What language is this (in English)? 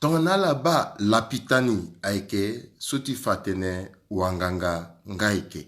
Sango